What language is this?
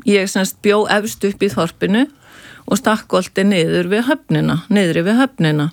Icelandic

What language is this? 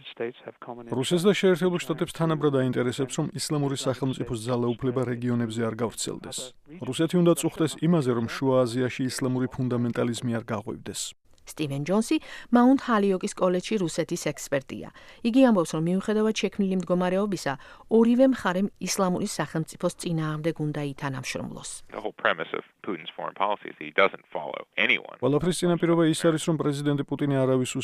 Georgian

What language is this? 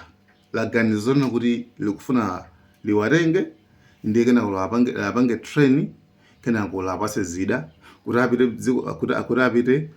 Nyanja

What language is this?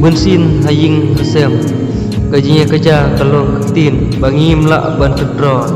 Khasi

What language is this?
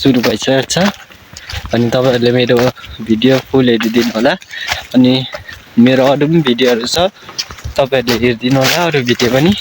Nepali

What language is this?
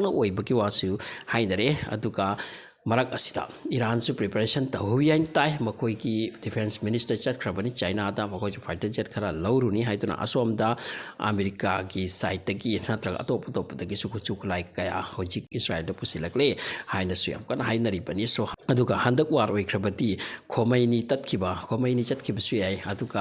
Manipuri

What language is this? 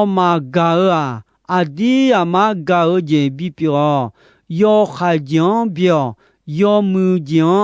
Akha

